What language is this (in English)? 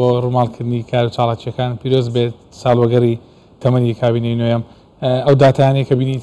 Central Kurdish